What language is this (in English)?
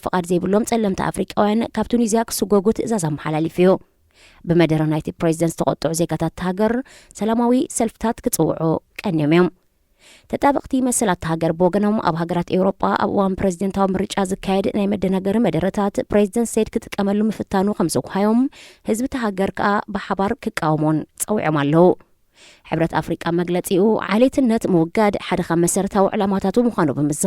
Tigrinya